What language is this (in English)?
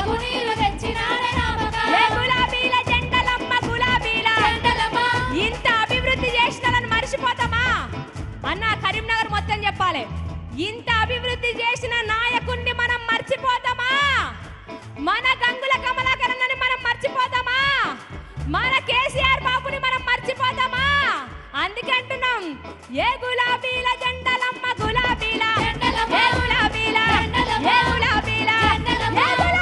Telugu